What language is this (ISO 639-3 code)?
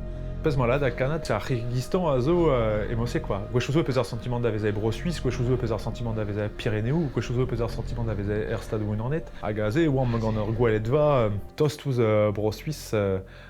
bre